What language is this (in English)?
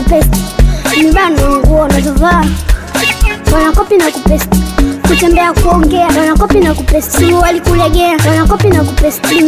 Swahili